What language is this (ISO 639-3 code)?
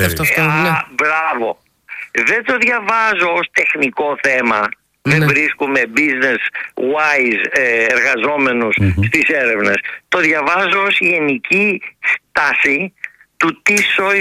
ell